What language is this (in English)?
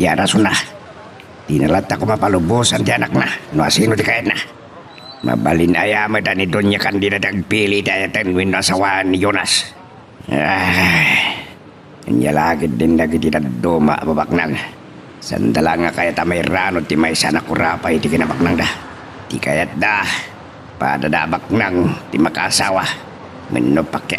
Iloko